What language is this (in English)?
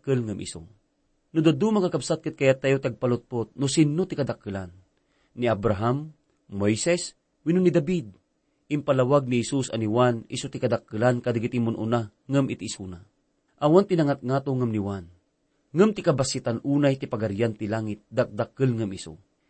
Iloko